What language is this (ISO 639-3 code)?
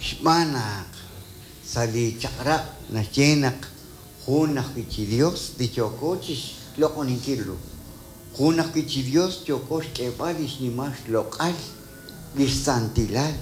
kek